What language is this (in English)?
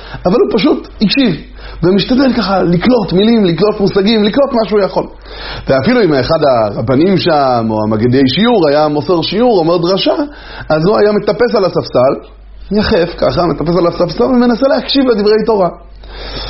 Hebrew